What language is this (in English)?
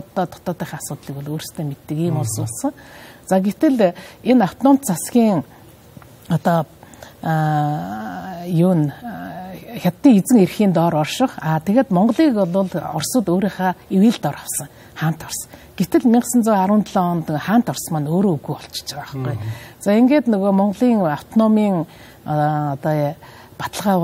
Mongolian